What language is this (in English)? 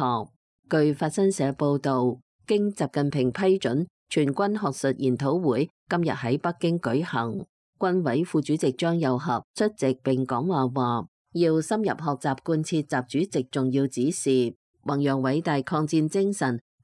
Cantonese